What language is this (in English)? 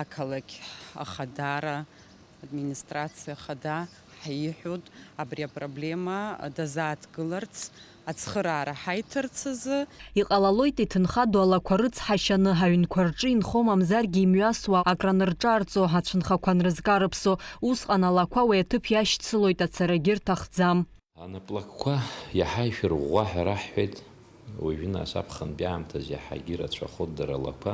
Abkhazian